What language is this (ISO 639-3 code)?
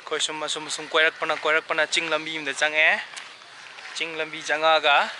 mni